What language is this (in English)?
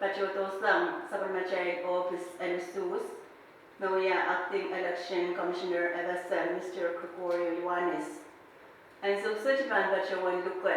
Pohnpeian